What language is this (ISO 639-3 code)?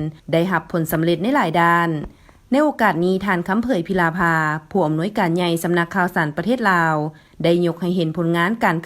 lao